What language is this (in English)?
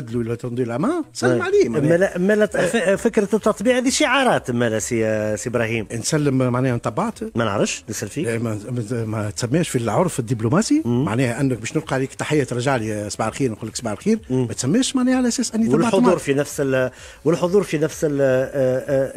Tunisian Arabic